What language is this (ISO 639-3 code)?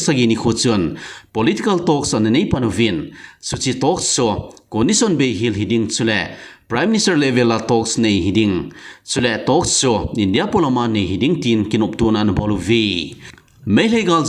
tcz